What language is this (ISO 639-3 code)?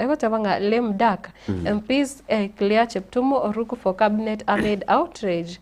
guz